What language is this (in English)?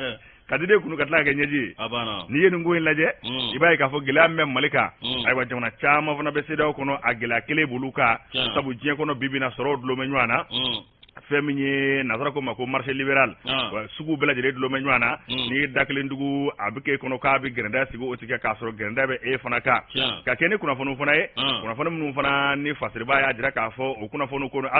Bambara